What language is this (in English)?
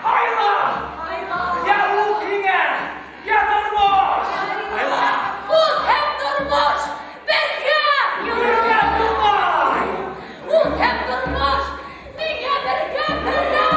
Bashkir